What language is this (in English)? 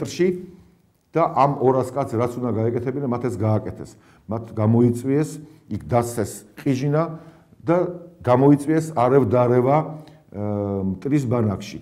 Georgian